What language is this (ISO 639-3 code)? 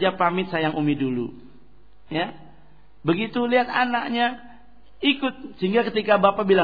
ind